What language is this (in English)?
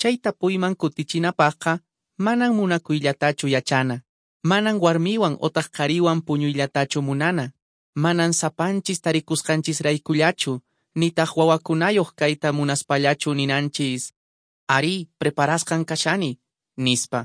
Quechua